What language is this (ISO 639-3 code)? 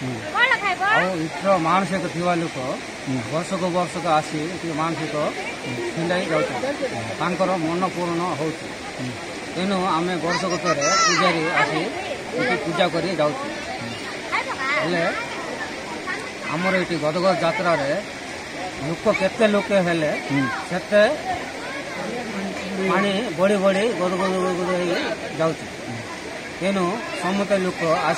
ori